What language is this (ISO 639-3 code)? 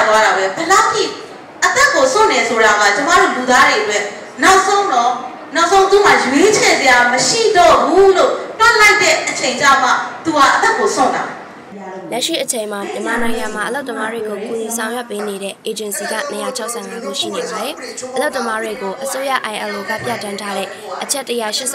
mya